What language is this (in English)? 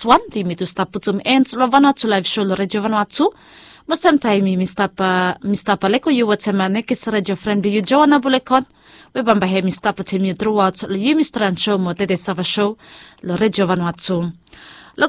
Bislama